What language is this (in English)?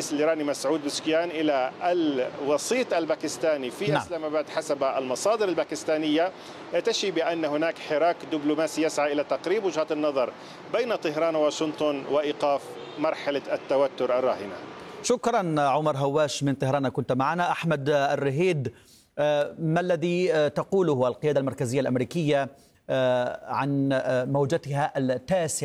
Arabic